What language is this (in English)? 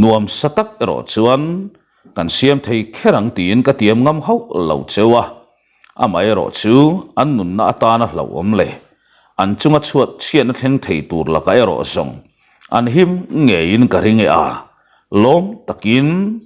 Mizo